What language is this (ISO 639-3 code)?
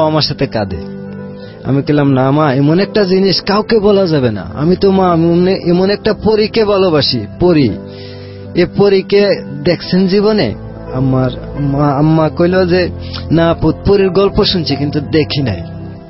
ben